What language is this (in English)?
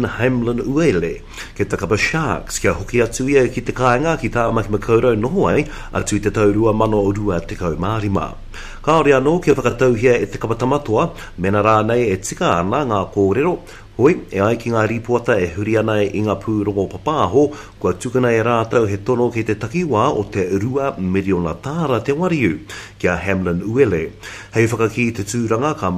Māori